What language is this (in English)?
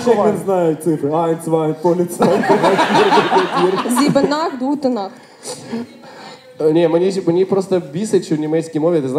Ukrainian